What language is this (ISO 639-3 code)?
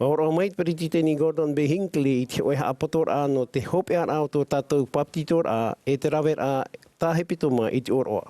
tah